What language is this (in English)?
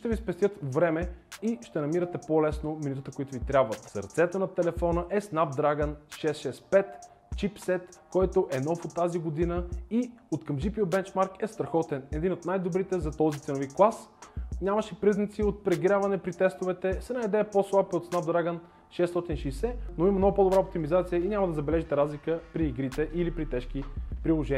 Bulgarian